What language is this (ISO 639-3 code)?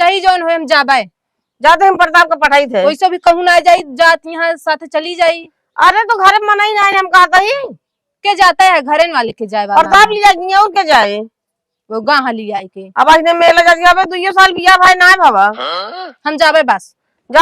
awa